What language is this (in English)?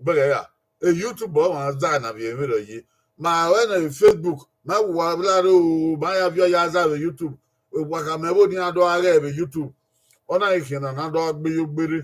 Bini